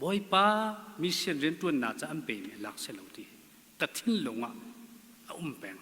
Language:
Hakha Chin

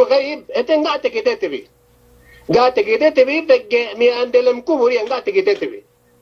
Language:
Yakan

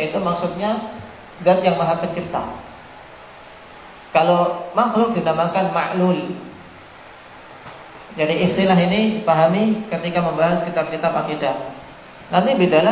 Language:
Indonesian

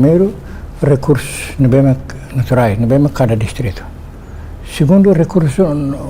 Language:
Tetum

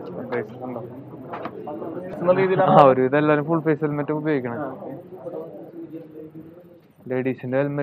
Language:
Malayalam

